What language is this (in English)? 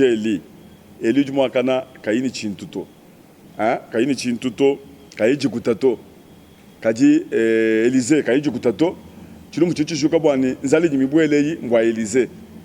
Luba-Lulua